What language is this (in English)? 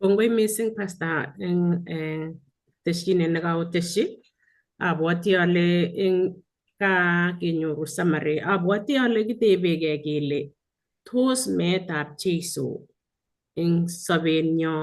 Kalenjin